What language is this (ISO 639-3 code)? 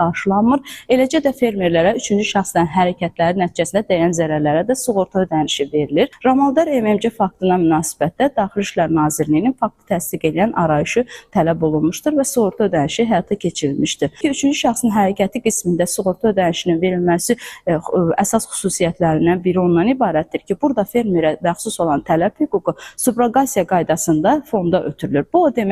aze